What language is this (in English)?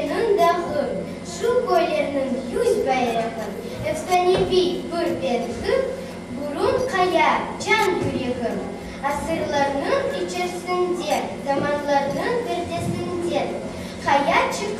Crimean Tatar